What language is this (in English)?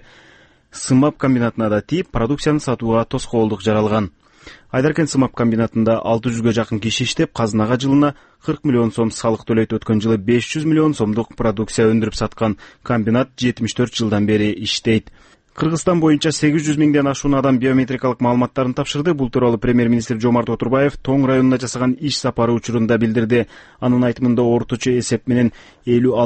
Kyrgyz